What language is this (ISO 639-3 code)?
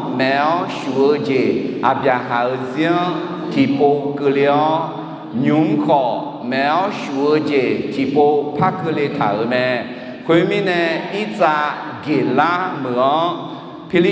ahk